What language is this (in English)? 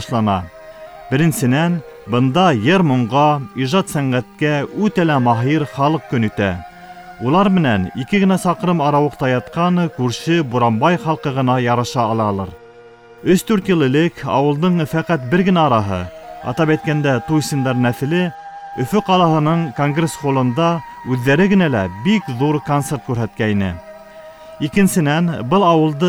Bashkir